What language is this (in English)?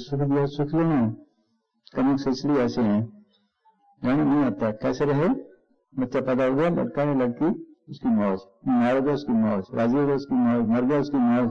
Hindi